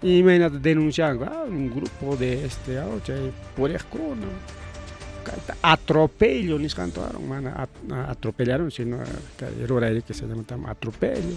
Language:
Ayacucho Quechua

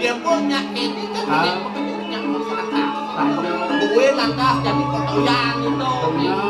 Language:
Balinese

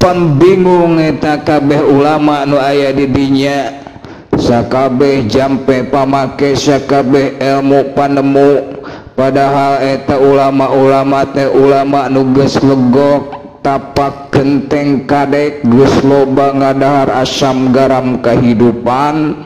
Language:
Sundanese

